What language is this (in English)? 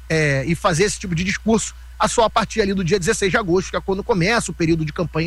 Portuguese